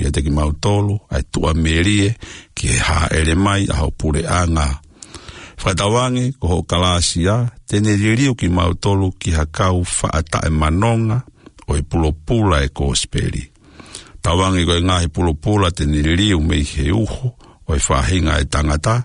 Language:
Tongan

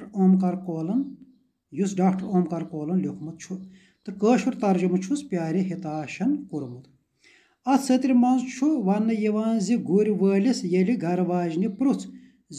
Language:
Kashmiri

